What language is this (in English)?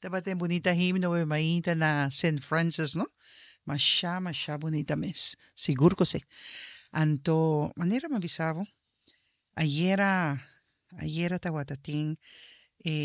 Papiamento